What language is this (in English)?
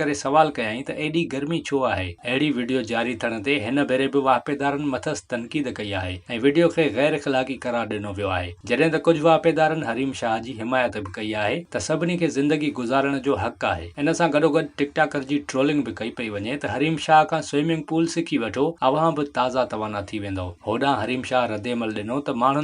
Sindhi